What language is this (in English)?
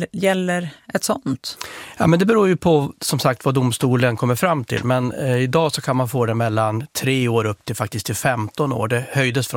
Swedish